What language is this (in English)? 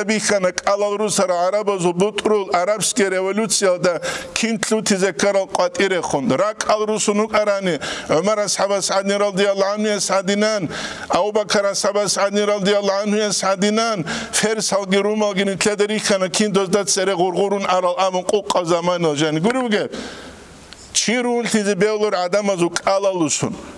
Avaric